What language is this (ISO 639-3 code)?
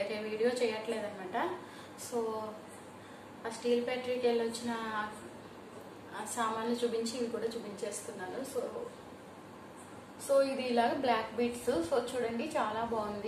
tel